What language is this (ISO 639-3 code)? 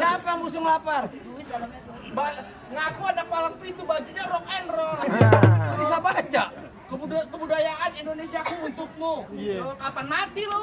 bew